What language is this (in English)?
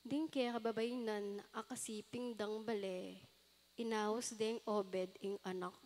Pampanga